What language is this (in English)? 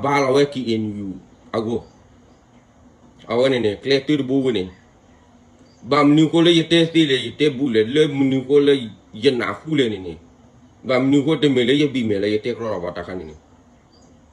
S'gaw Karen